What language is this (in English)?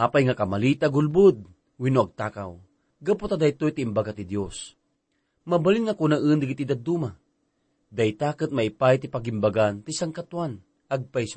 Iloko